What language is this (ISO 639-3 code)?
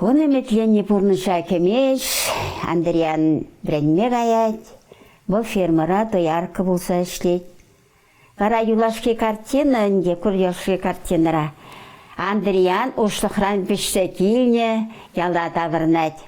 chv